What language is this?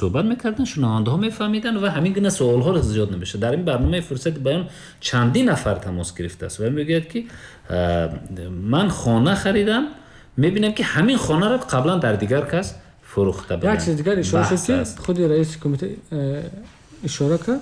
Tajik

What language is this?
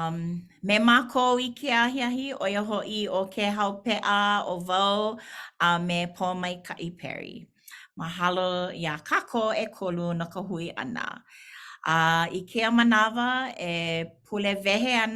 Hawaiian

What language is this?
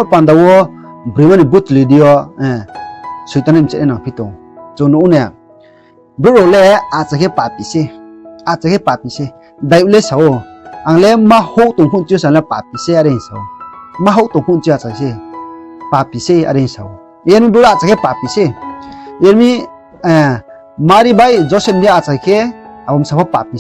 Riang (India)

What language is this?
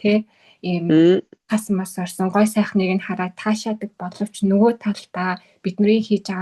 Mongolian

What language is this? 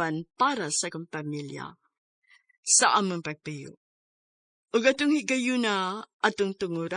Cebuano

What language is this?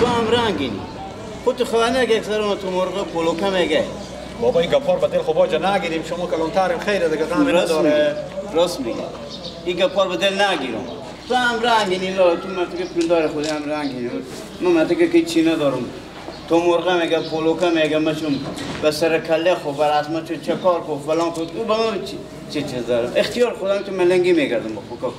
Persian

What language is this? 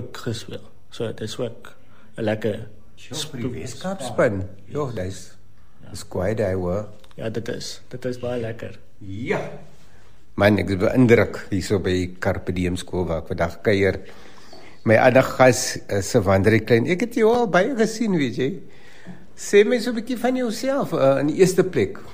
Afrikaans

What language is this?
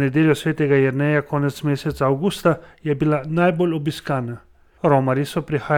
Slovenian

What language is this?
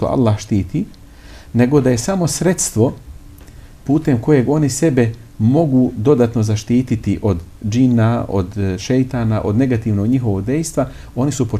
Bosnian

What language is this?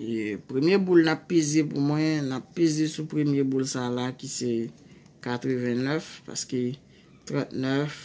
Haitian Creole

